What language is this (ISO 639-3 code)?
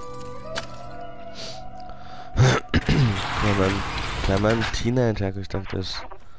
pol